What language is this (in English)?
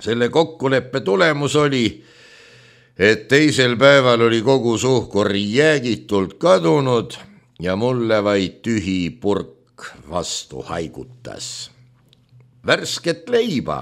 Estonian